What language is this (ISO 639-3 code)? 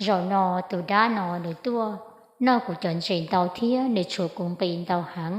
hmn